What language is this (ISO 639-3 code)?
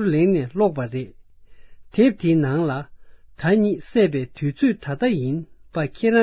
bod